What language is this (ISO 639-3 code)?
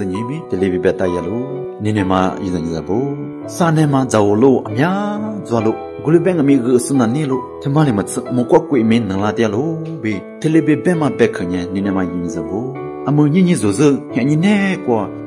lis